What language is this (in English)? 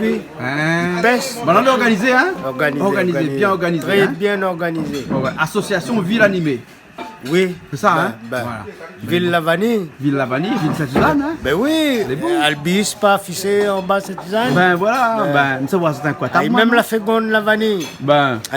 Réunion Creole French